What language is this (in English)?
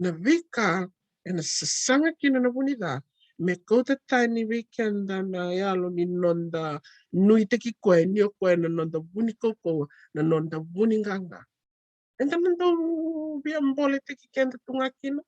Fijian